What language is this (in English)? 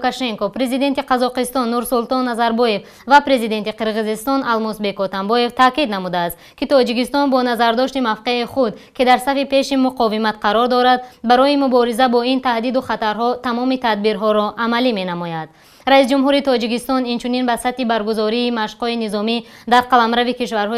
Tajik